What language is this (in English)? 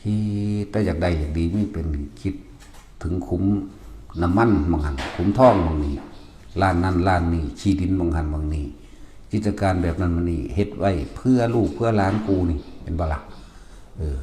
Northeastern Thai